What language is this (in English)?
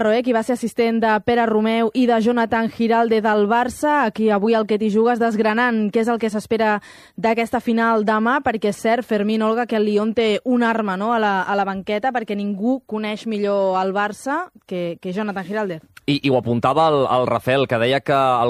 Catalan